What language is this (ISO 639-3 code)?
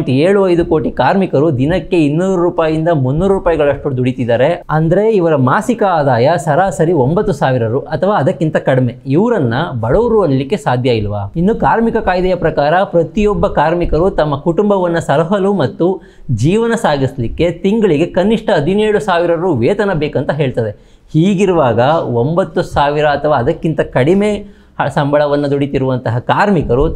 kan